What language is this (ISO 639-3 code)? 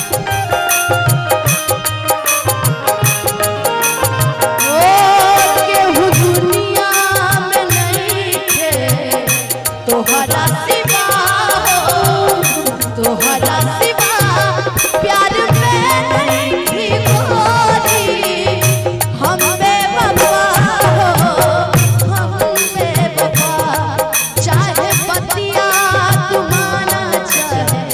bho